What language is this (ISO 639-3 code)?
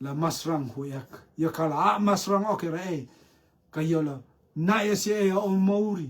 rtm